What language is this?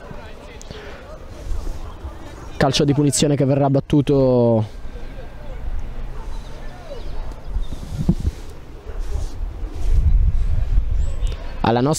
Italian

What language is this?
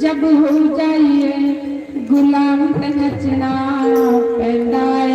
Dogri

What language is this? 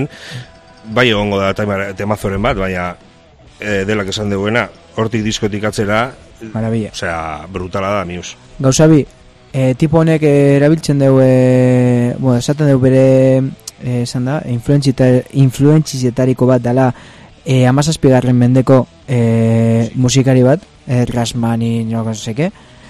Basque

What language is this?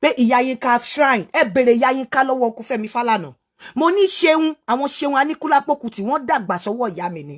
Yoruba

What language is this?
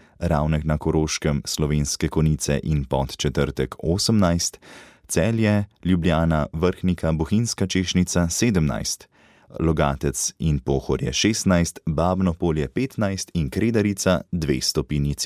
Slovenian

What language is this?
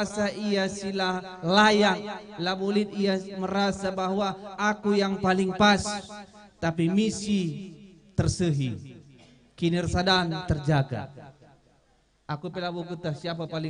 Batak Karo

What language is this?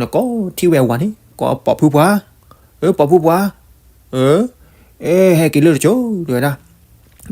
S'gaw Karen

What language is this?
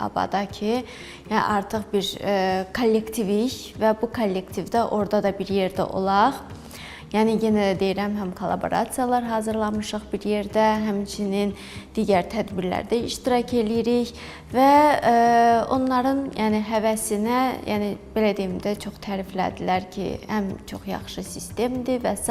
Azerbaijani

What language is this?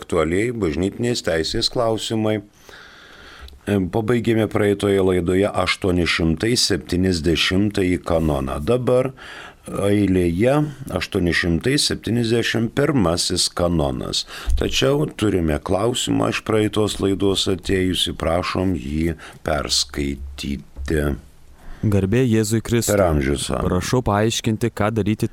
Lithuanian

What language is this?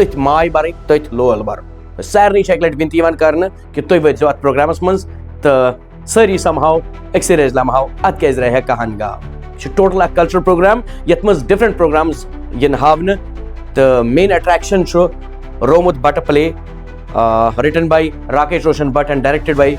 Kashmiri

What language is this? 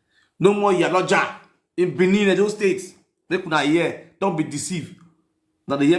Nigerian Pidgin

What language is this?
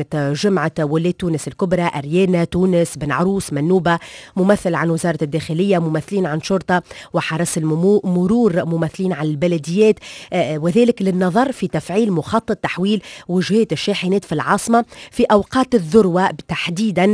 Tunisian Arabic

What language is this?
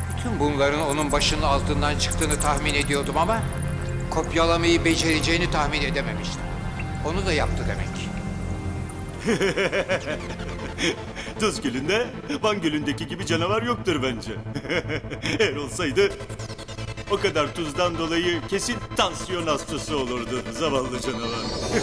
Turkish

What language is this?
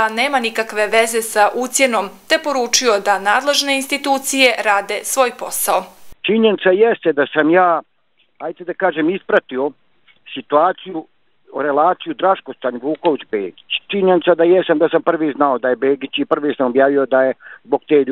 Bosnian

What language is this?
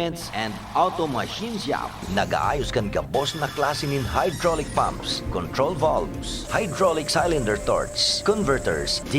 Bikol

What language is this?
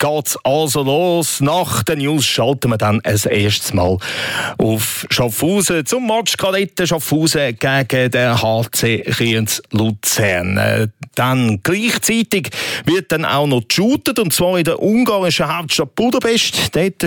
German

